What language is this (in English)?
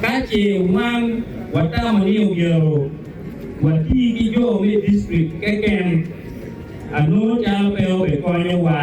Acoli